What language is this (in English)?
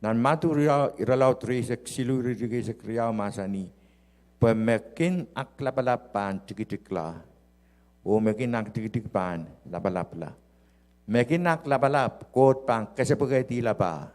Pohnpeian